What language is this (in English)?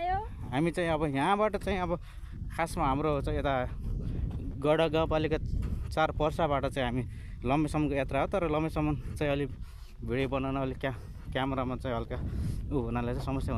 Nepali